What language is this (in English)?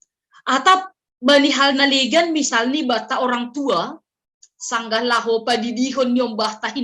Batak Simalungun